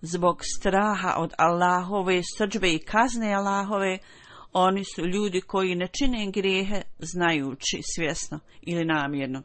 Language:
Bosnian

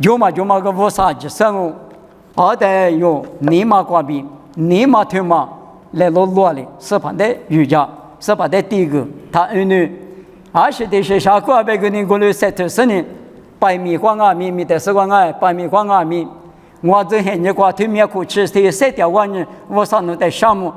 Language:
Lisu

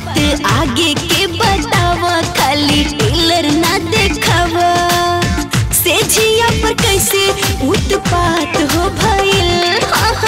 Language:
Bhojpuri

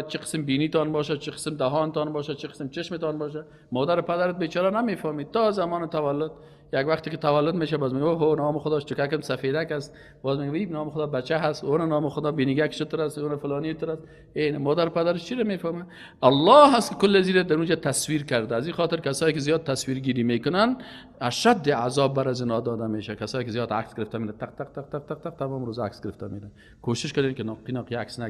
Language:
Persian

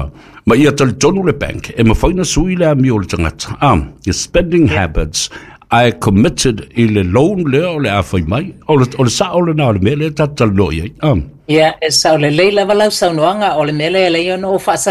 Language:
Samoan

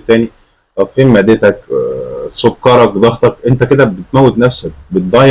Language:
Egyptian Arabic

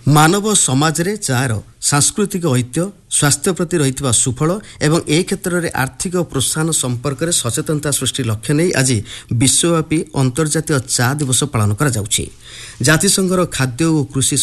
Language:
Odia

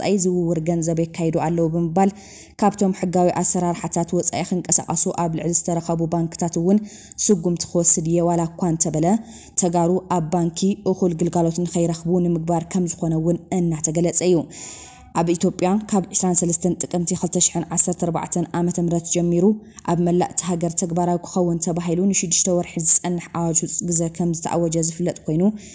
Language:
Tigrinya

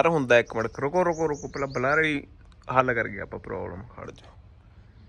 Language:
Punjabi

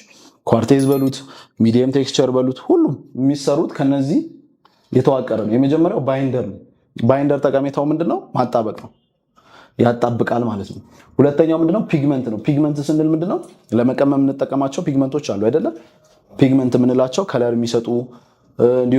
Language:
Amharic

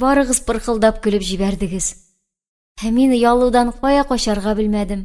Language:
Tatar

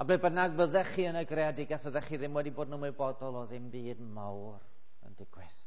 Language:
Welsh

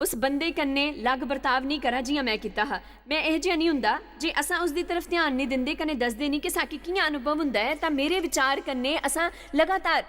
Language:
Dogri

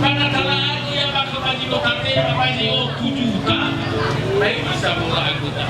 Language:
Nias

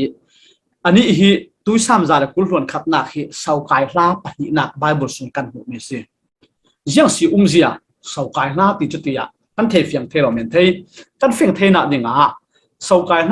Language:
Falam Chin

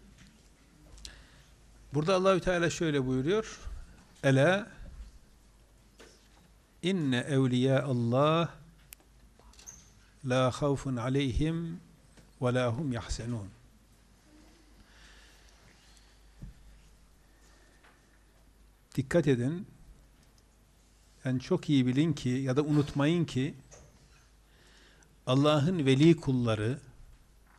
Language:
Turkish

